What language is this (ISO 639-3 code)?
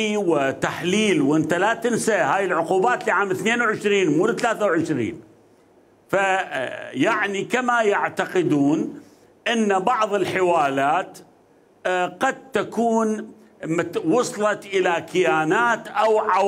acm